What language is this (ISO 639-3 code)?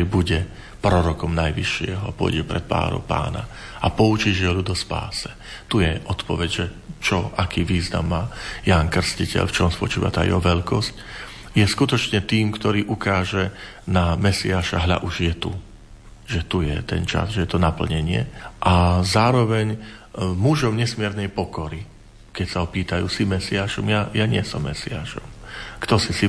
slk